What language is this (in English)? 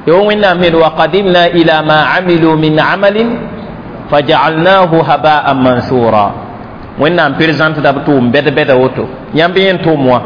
Mossi